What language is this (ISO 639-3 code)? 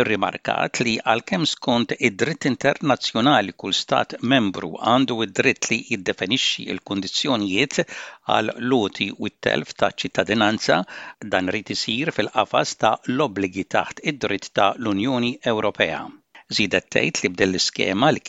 mlt